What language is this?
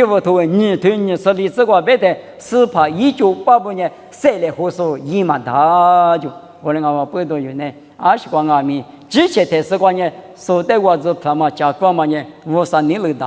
Lisu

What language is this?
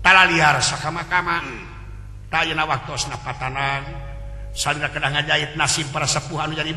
Sundanese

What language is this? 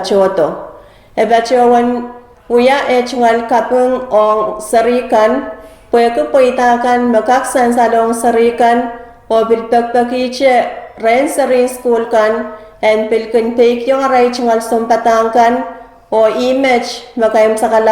Pohnpeian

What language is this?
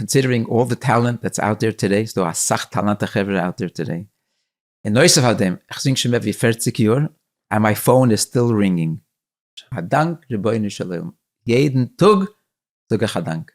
Yiddish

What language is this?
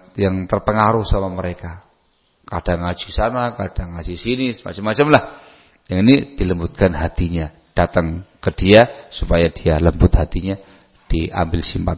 Indonesian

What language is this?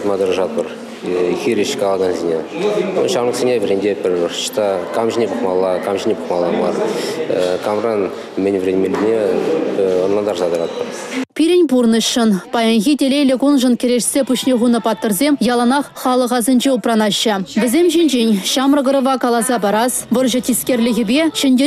Chuvash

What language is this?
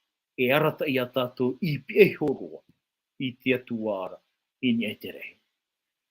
Tahitian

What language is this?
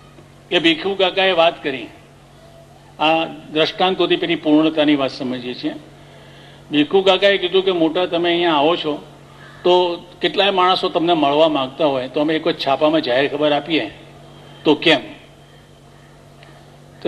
Gujarati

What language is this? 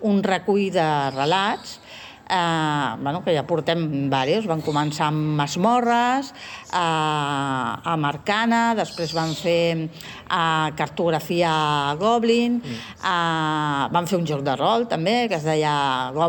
Catalan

